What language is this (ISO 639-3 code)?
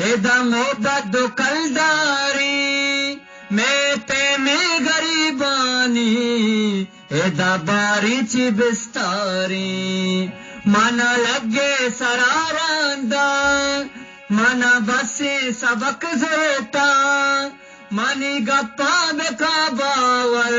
bgp